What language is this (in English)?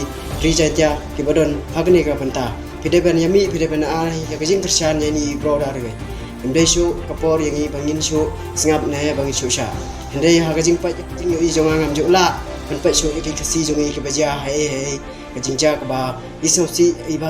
Khasi